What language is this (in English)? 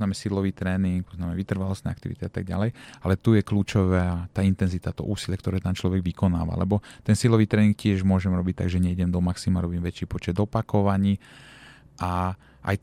Slovak